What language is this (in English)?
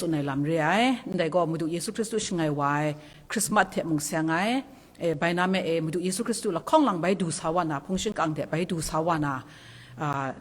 Kachin